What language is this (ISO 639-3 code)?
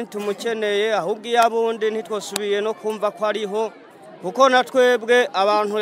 run